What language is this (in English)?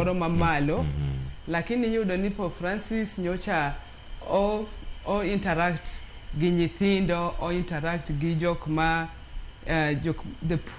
Luo (Kenya and Tanzania)